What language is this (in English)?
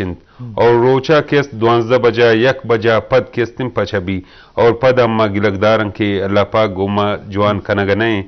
Eastern Balochi